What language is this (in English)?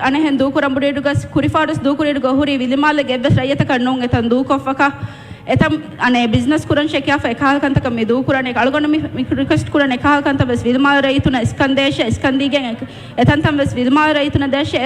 Divehi